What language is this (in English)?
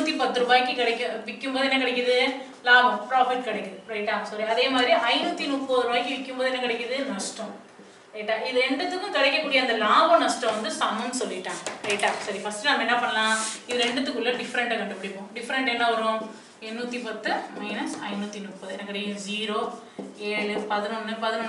Tamil